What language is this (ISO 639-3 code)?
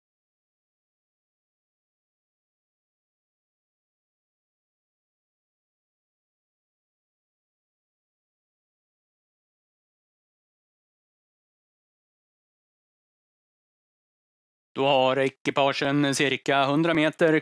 swe